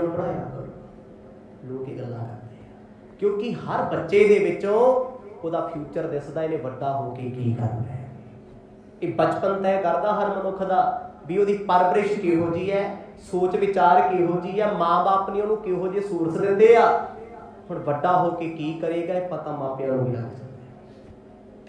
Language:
Punjabi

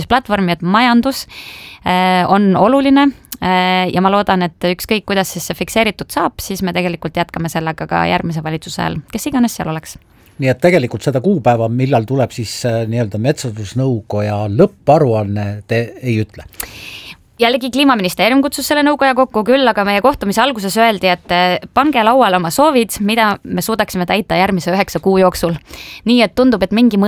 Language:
Estonian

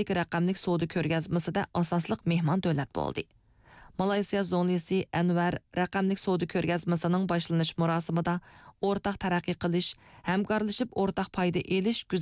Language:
Uyghur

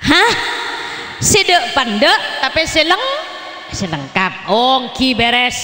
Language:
Madurese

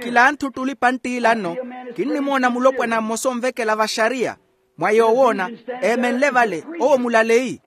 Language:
Makhuwa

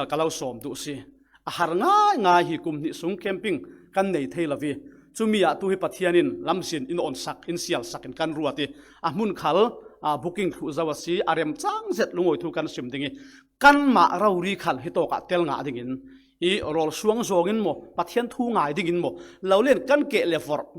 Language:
Falam Chin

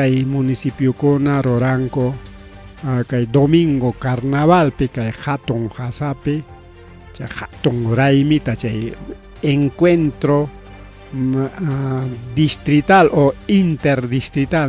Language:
Ayacucho Quechua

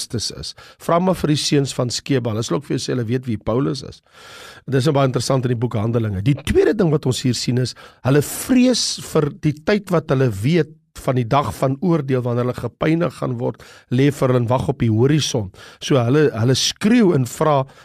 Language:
Afrikaans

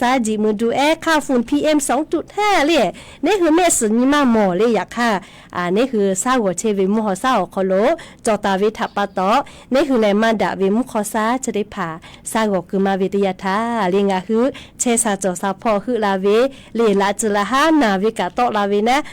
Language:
Lahu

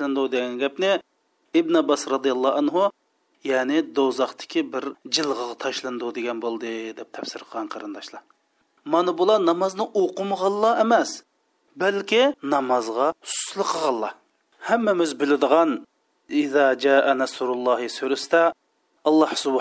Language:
Uyghur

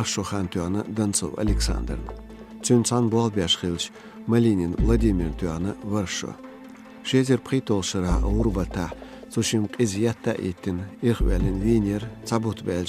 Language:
Chechen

